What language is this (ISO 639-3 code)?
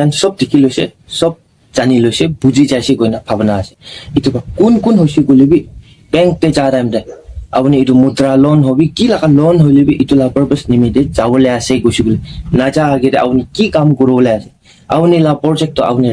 nag